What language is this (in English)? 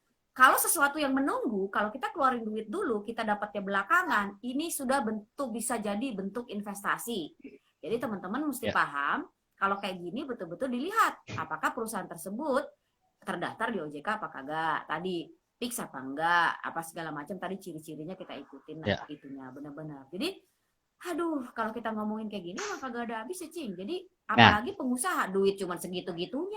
Betawi